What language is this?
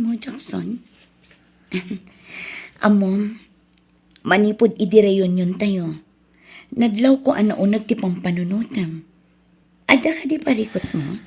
Iloko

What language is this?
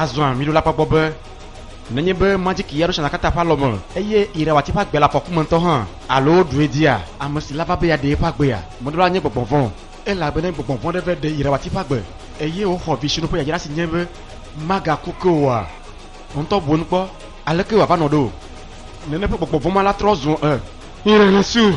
Ewe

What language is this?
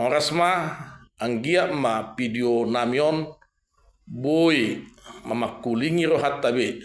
Batak Toba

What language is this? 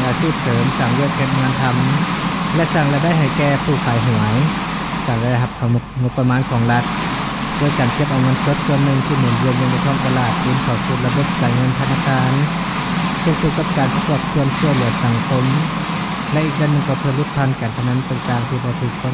Lao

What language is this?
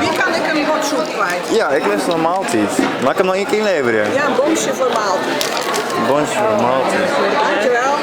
Western Frisian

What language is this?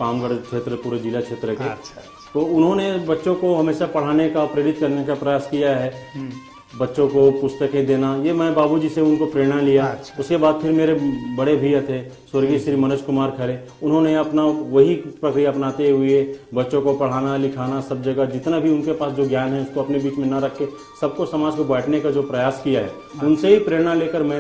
Hindi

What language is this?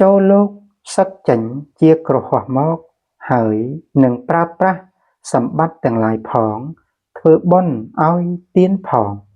Khmer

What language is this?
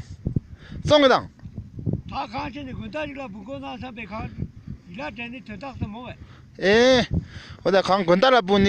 Tibetan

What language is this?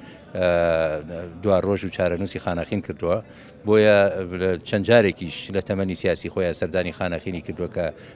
Central Kurdish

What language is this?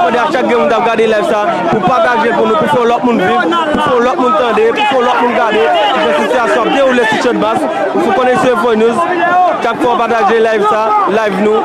Haitian Creole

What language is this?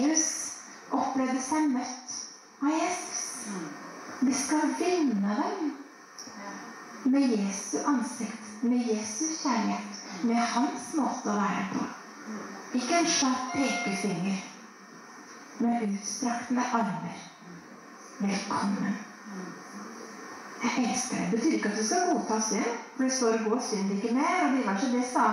Norwegian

